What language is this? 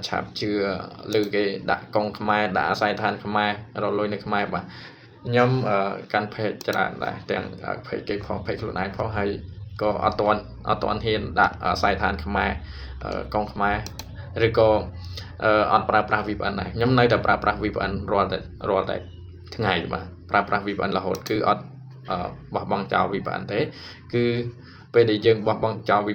Khmer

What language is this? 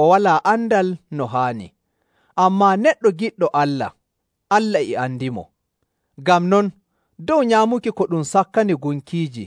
Nigerian Fulfulde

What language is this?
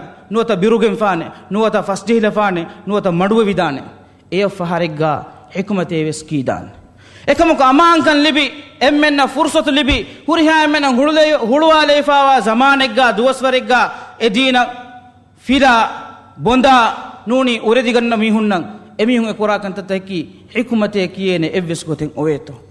Divehi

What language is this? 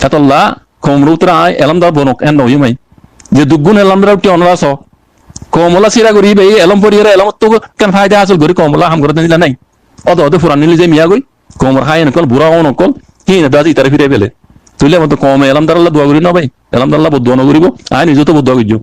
Rohingya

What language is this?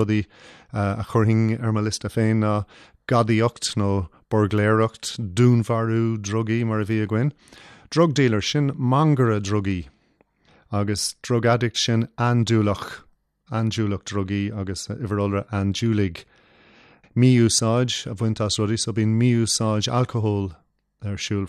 Irish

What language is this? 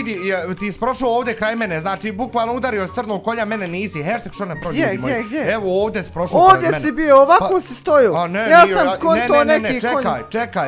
Bosnian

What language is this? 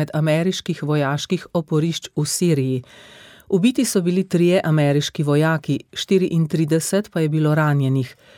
Slovenian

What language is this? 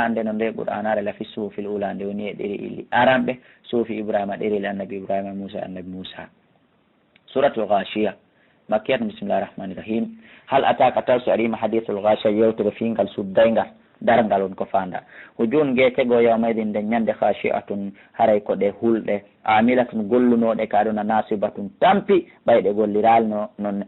Fula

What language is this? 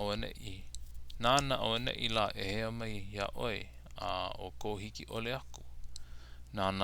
Hawaiian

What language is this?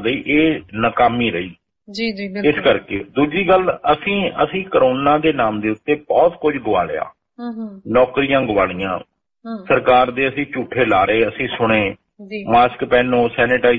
Punjabi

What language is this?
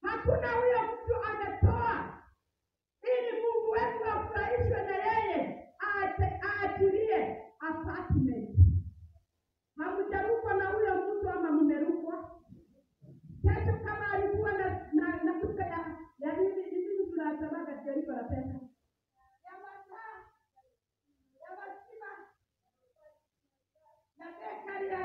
Swahili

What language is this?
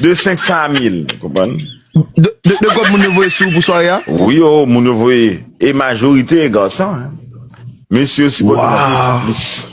Haitian Creole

